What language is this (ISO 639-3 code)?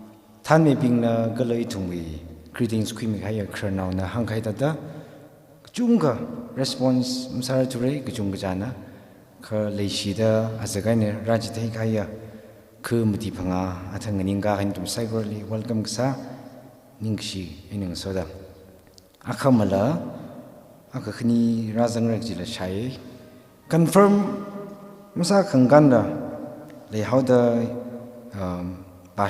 nmf